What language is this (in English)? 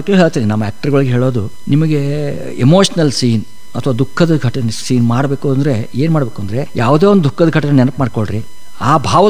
Kannada